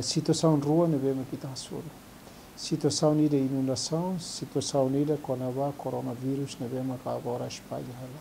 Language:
Tetum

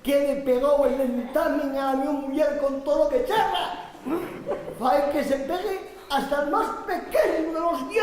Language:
Asturian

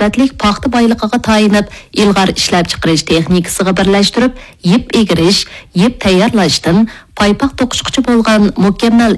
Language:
Uyghur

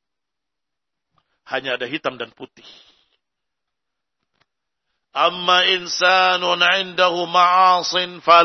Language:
Indonesian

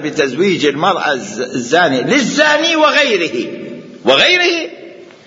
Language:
Mesopotamian Arabic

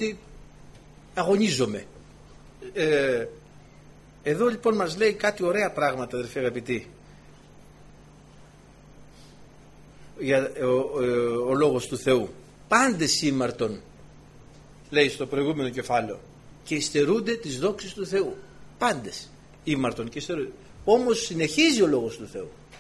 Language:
Greek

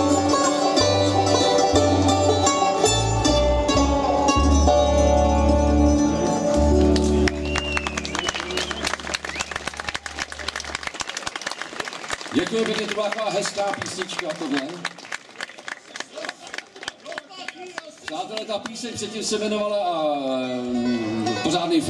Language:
Czech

